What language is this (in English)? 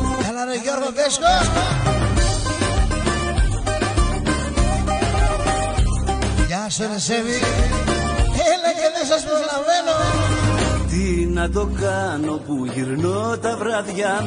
Greek